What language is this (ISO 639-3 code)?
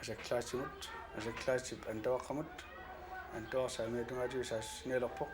kal